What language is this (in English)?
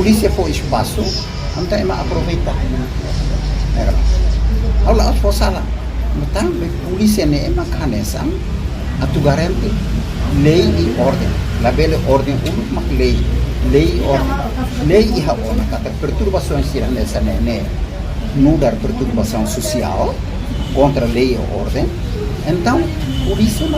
Tetum